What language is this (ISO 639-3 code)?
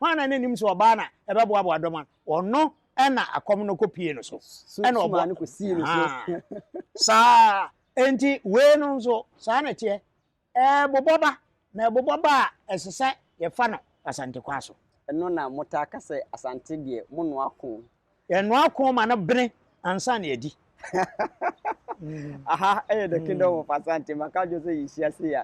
aka